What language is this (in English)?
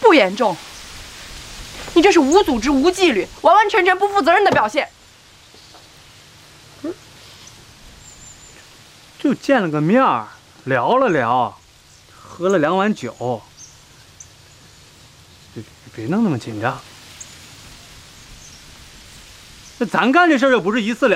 Chinese